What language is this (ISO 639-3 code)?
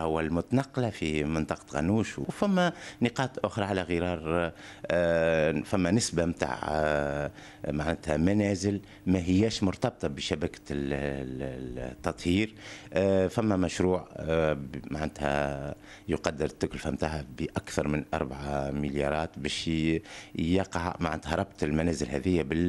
aeb